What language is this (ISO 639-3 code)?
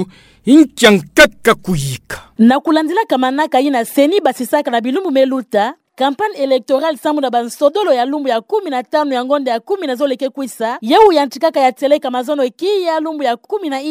ktu